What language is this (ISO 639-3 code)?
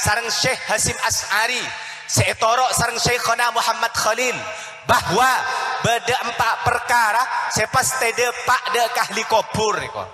mad